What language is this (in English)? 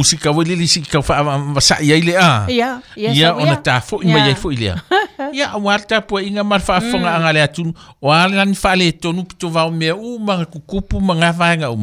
Samoan